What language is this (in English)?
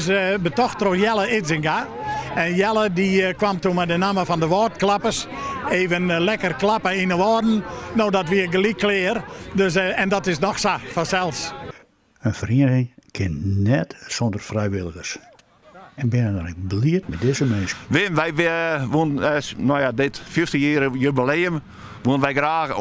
Western Frisian